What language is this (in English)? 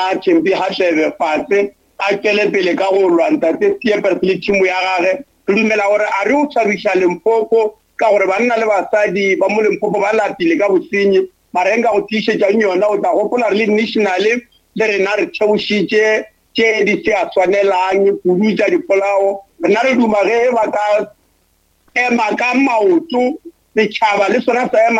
Northern Sotho